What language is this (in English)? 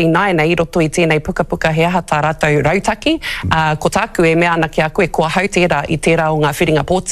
Māori